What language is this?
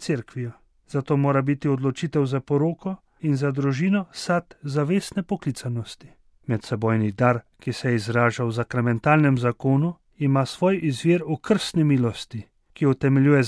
Slovenian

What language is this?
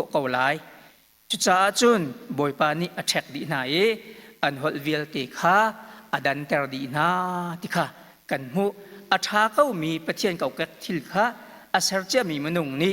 Hakha Chin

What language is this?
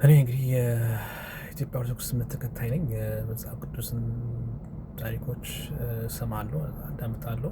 Amharic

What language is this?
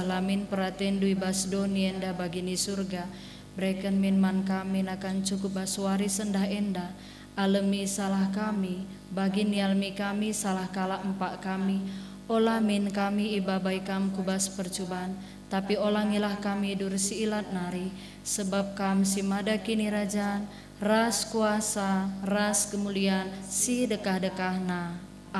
Batak Karo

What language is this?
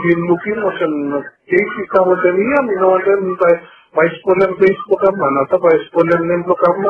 Bislama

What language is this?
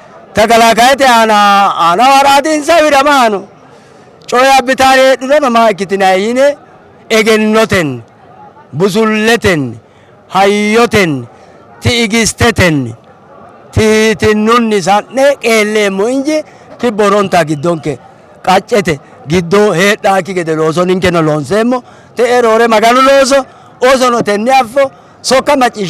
Sidamo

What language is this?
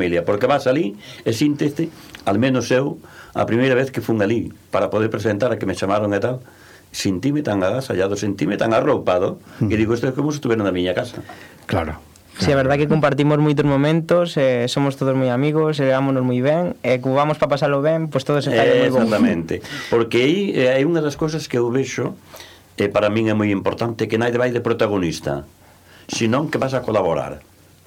Galician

